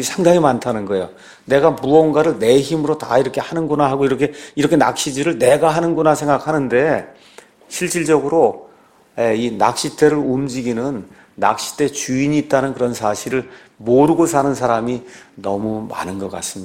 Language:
Korean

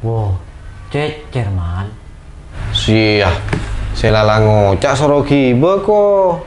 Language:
Madurese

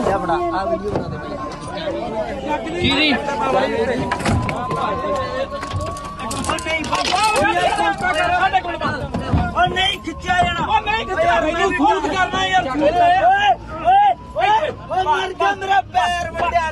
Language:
Punjabi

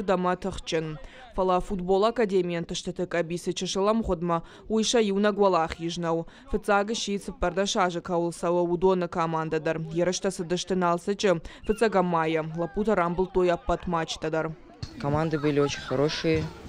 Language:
Ossetic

